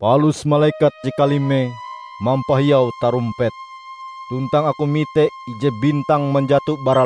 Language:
Ngaju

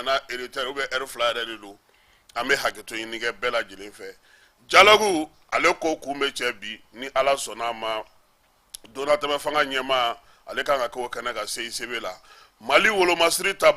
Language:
Bambara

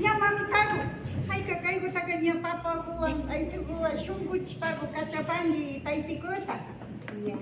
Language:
Imbabura Highland Quichua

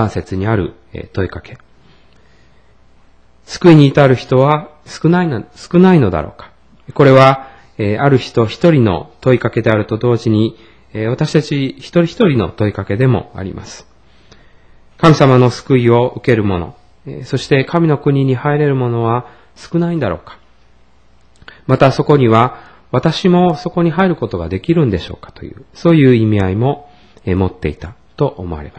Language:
Japanese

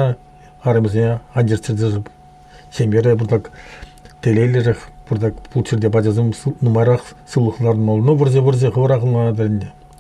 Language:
Chuvash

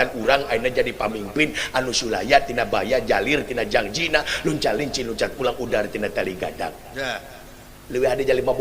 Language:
Sundanese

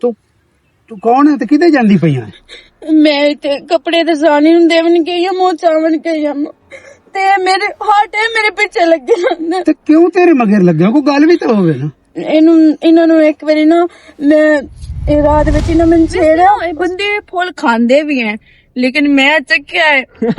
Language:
Western Panjabi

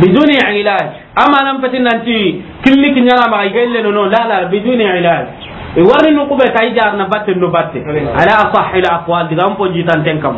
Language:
Soninke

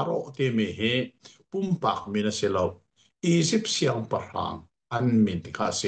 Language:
Hakha Chin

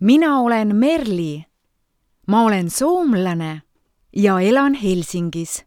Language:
Estonian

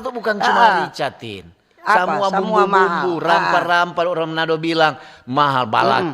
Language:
Manado Malay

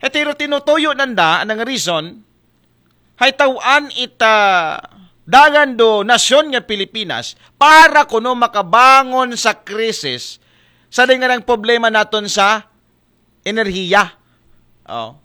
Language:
Aklanon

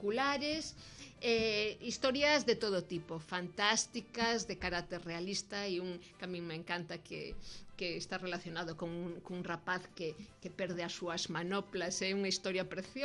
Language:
Galician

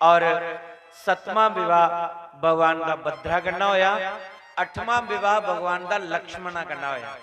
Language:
Dogri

